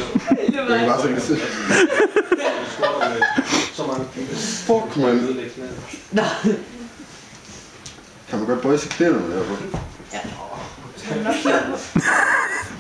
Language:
Danish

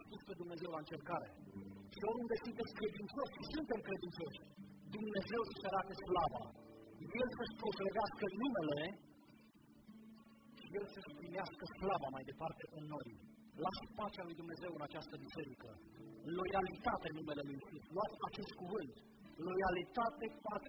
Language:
Romanian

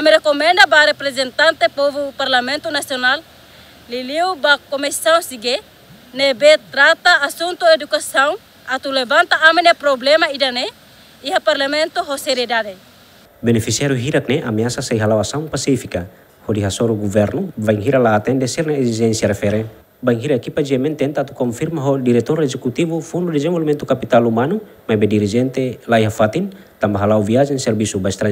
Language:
Tetum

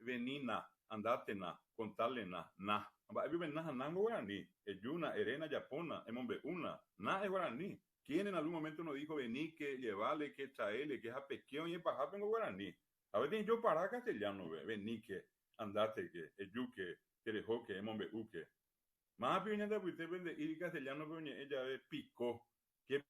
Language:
Guarani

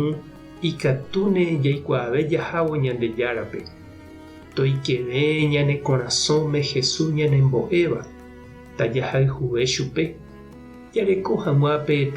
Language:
Guarani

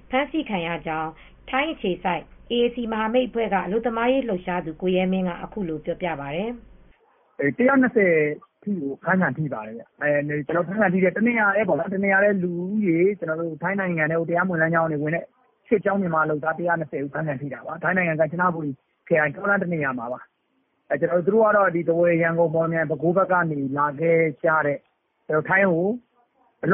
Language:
Burmese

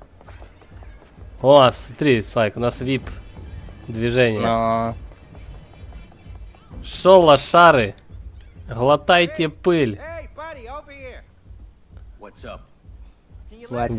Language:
Russian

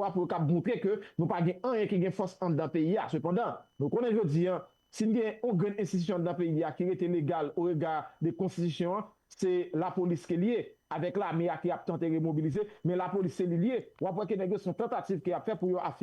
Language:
Haitian Creole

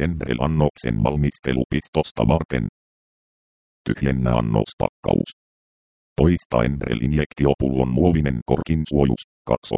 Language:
Finnish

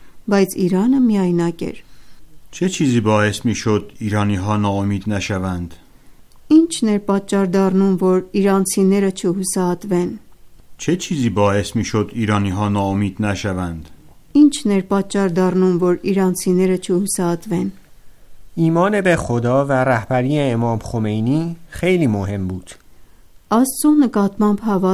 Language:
Armenian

